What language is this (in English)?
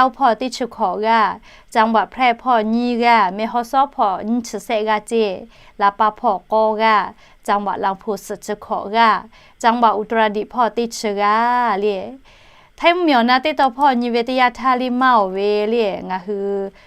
Lahu